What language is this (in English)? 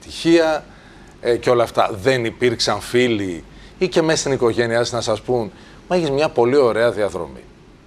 Greek